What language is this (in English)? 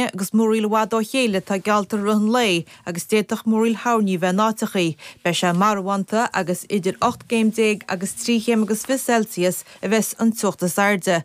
Irish